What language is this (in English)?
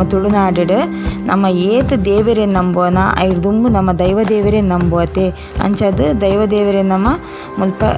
Tulu